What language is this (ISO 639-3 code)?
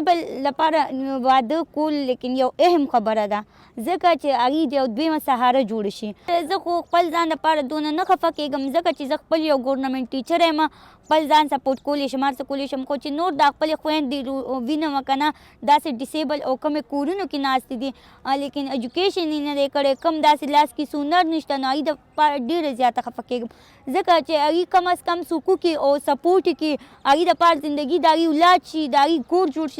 pus